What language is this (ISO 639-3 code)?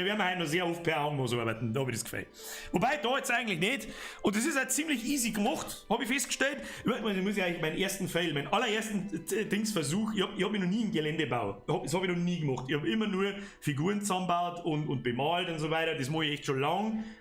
bar